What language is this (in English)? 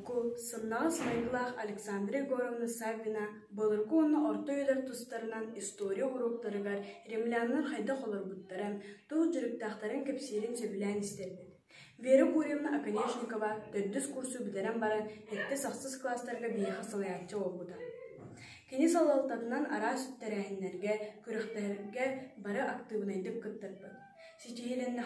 Yakut